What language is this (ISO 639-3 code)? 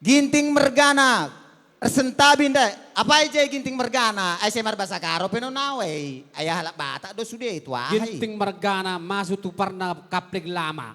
bbc